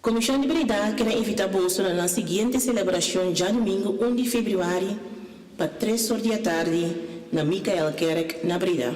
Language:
Papiamento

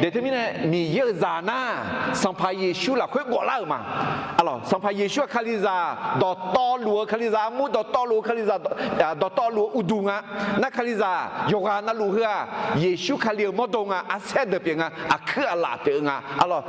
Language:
Akha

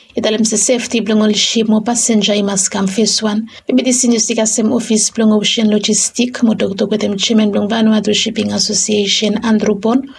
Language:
Bislama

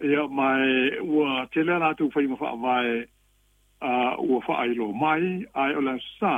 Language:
Samoan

